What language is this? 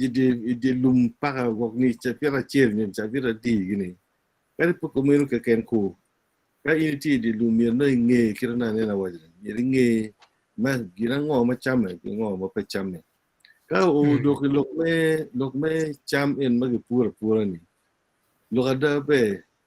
Acoli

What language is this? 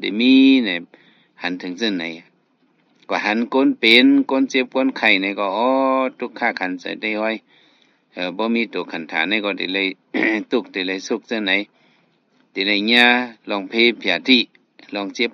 Shan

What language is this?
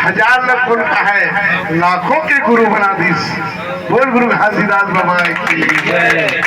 Chhattisgarhi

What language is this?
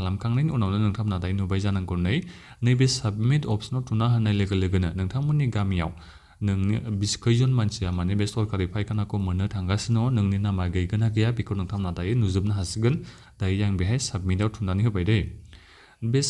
Bodo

